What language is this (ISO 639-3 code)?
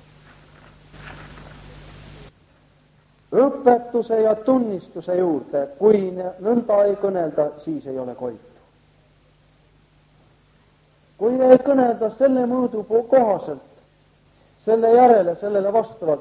est